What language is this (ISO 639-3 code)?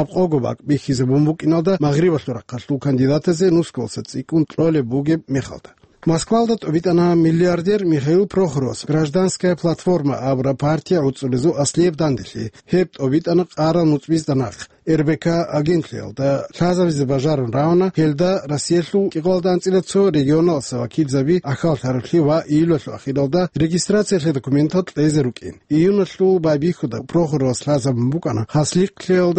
ava